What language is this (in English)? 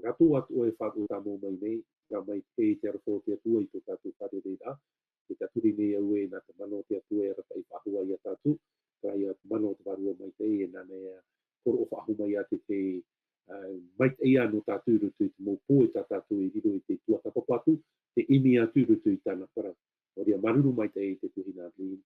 Tahitian